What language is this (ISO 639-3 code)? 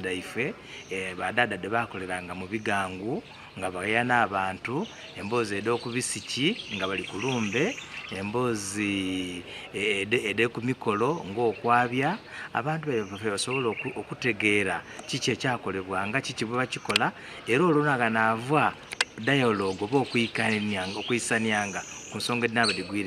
xog